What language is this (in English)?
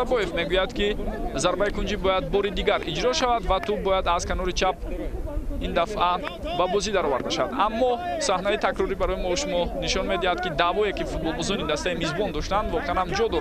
Tajik